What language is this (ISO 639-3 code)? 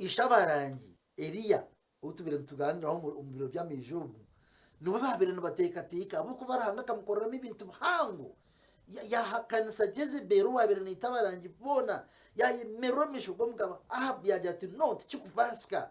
nyn